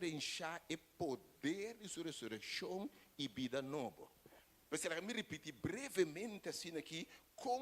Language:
Papiamento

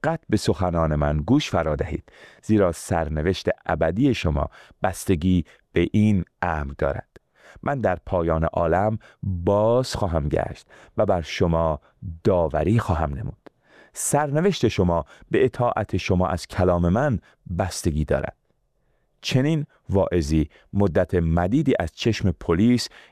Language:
Persian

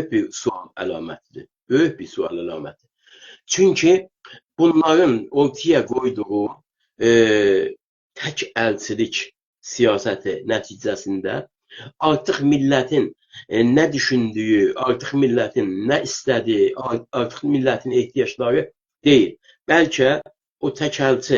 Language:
South Azerbaijani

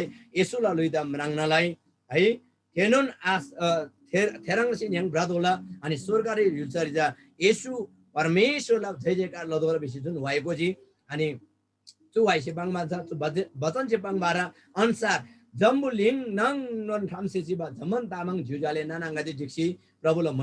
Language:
Eastern Tamang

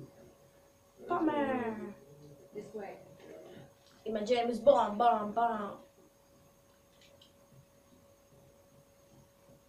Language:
Greek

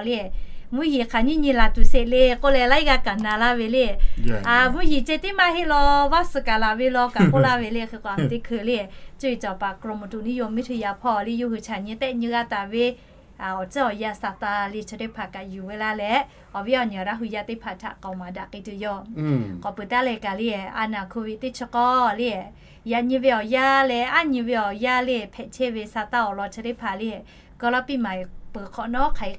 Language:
Lahu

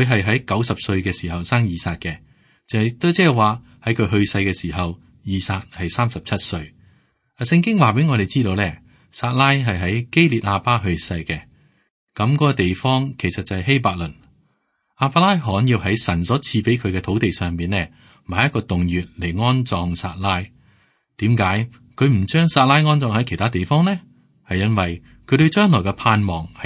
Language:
Cantonese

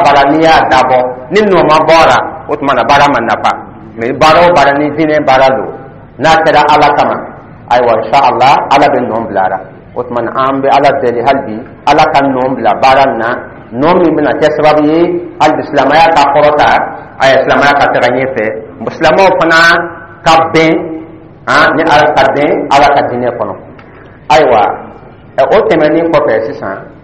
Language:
Dyula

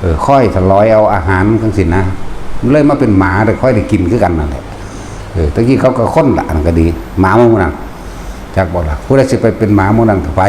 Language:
Northeastern Thai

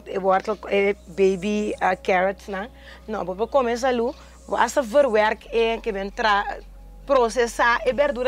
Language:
Papiamento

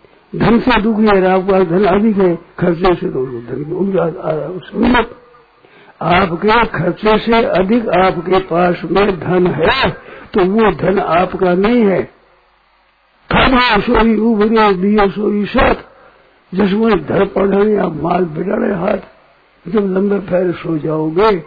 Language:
Hindi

